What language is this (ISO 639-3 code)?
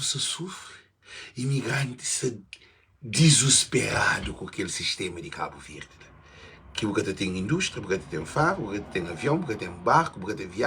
kea